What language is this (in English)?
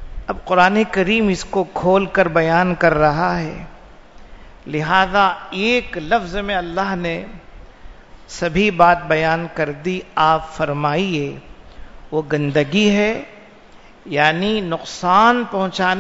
Urdu